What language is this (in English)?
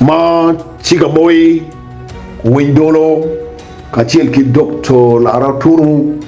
Acoli